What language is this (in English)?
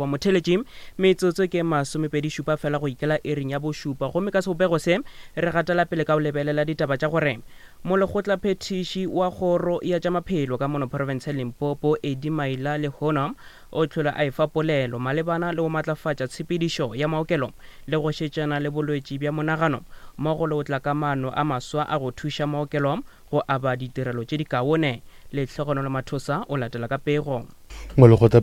Northern Sotho